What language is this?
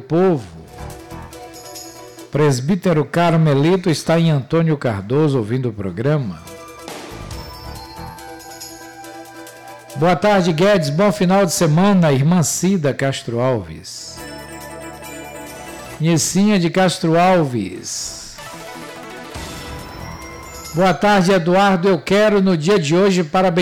Portuguese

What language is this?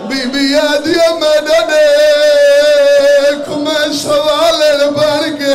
Saraiki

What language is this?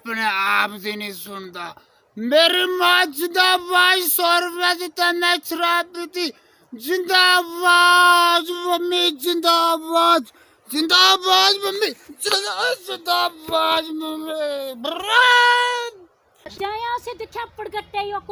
Dogri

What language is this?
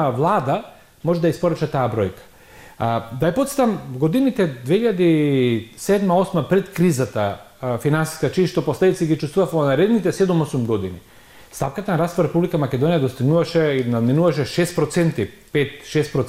Macedonian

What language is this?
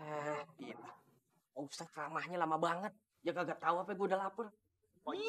Betawi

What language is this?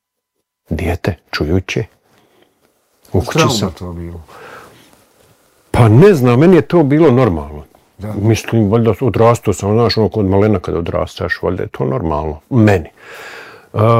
Bosnian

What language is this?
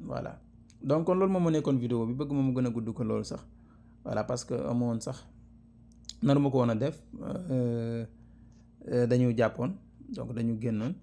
Wolof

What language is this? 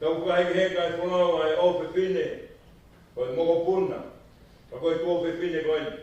Tongan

